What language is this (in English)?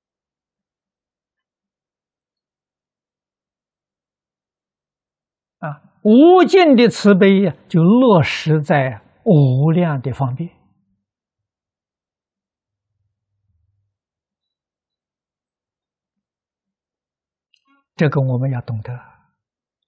Chinese